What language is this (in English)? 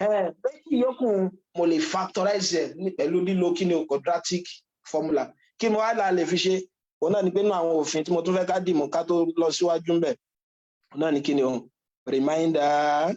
Yoruba